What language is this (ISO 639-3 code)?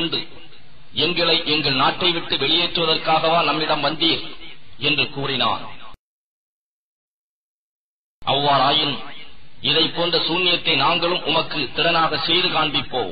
tam